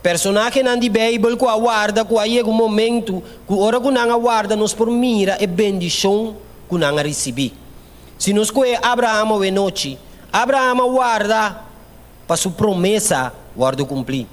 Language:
Papiamento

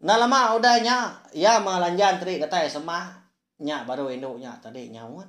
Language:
Iban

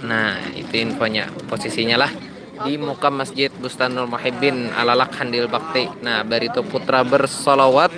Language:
Banjar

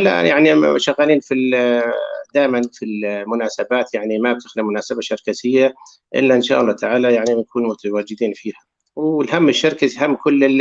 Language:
North Levantine Arabic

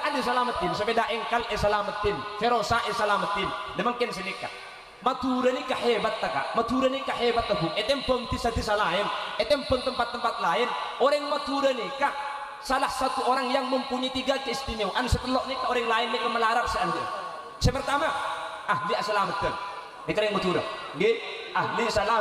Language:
Madurese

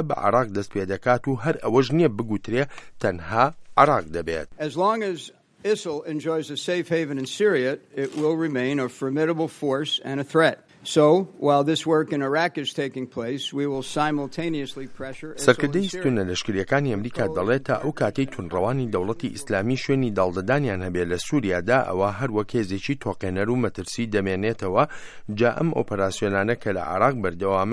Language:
Central Kurdish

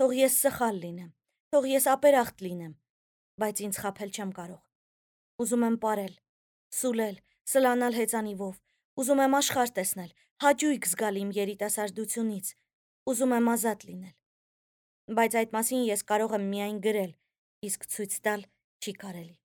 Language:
Armenian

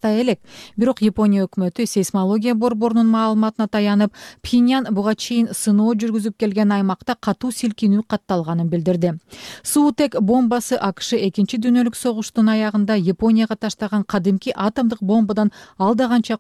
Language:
Kyrgyz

